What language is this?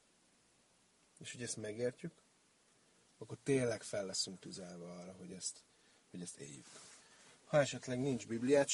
Hungarian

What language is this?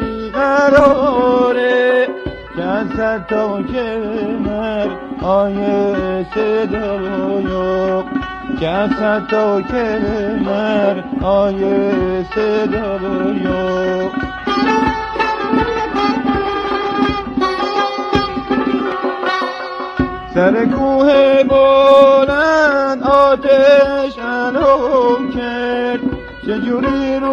Persian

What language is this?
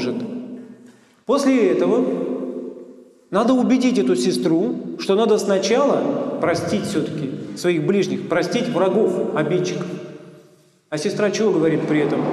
Russian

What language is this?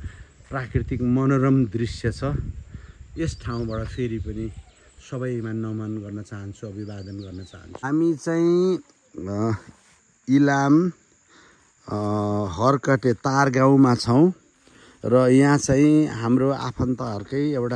Nepali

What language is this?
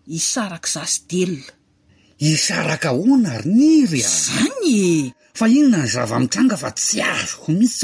Malagasy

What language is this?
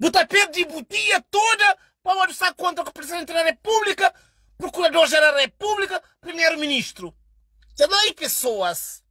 Kabuverdianu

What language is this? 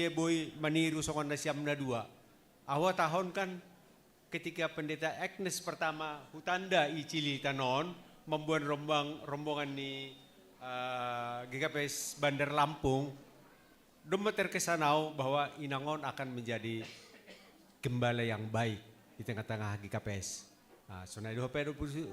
Batak Simalungun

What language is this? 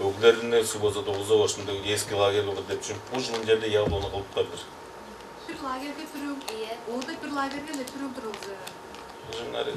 Tuvinian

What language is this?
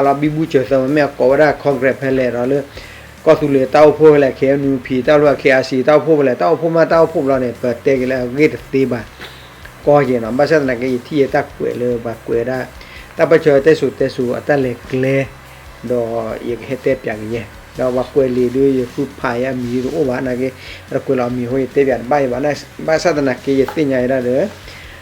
S'gaw Karen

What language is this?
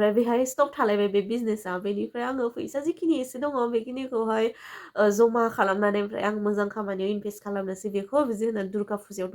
Bodo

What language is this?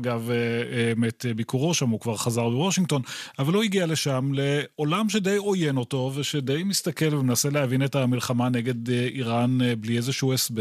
Hebrew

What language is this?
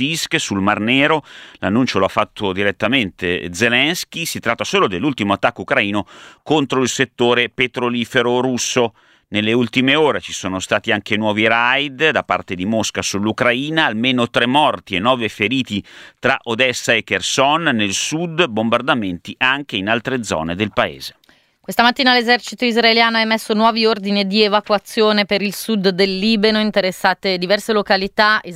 Italian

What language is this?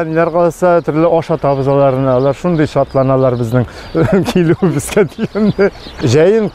Tatar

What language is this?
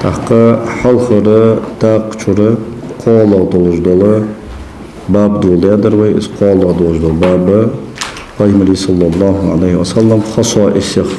Ingush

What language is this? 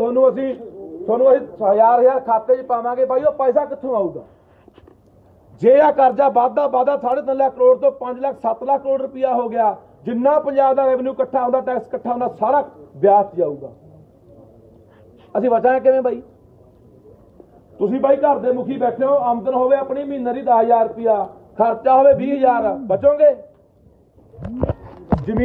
Punjabi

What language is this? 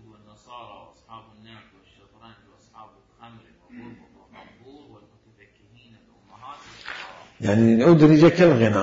Mesopotamian Arabic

